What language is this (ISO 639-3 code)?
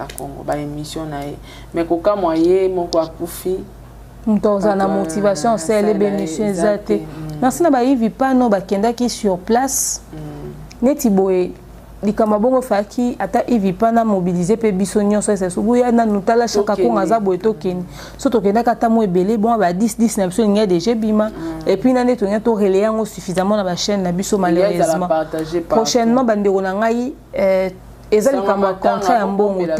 lin